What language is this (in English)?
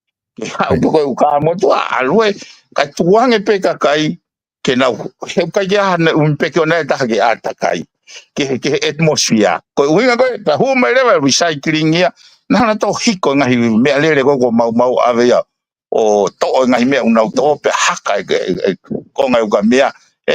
Tongan